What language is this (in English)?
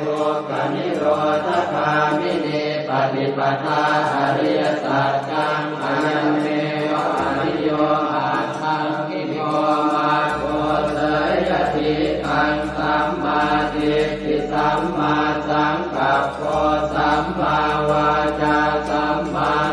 Pali